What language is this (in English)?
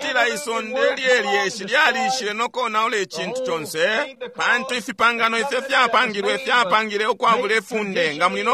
Bemba